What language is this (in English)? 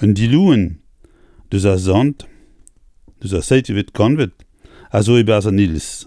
Breton